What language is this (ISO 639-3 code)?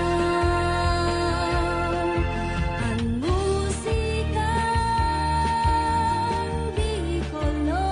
bik